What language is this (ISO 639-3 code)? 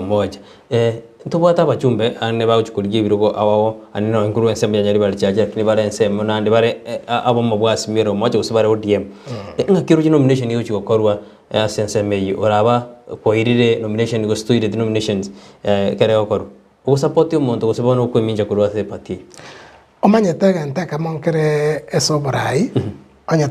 guz